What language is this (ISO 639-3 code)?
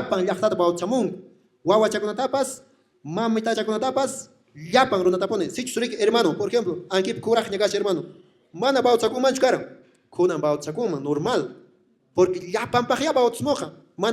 que